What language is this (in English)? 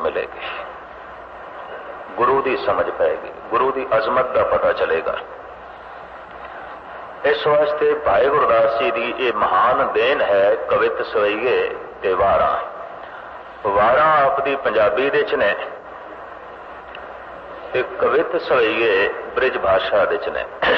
Punjabi